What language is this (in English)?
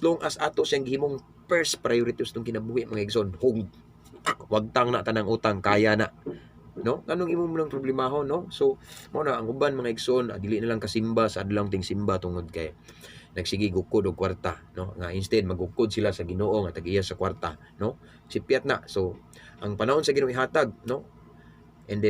Cebuano